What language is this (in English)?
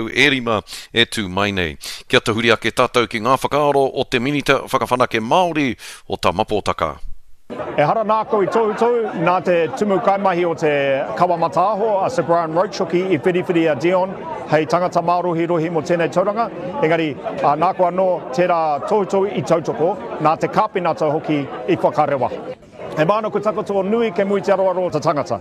Māori